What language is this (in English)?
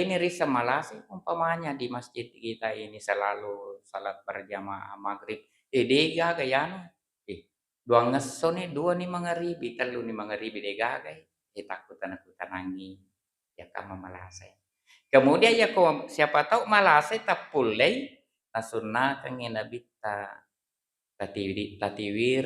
Buginese